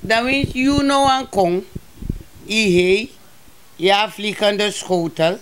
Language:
Sranan Tongo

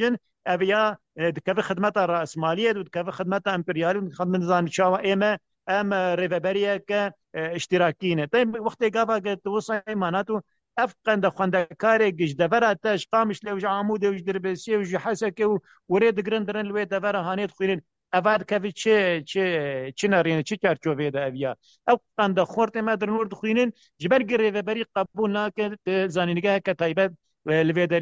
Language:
Kurdish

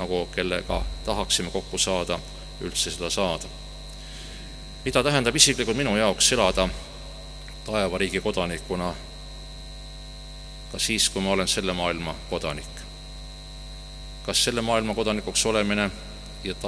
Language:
Estonian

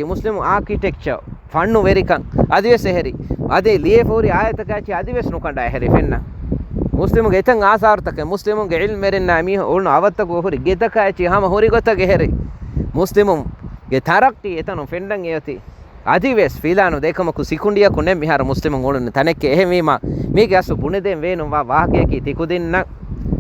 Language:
Divehi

